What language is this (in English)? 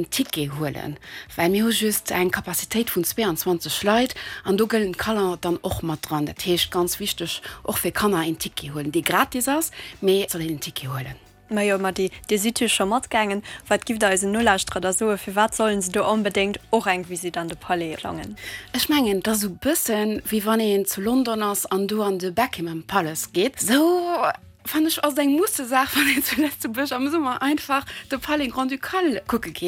Luxembourgish